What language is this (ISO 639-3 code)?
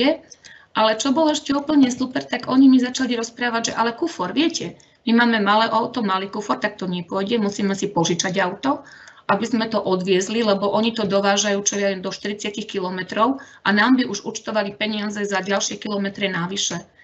slk